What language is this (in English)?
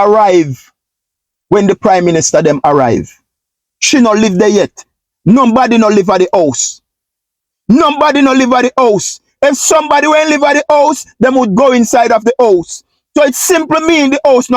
Jamaican Creole English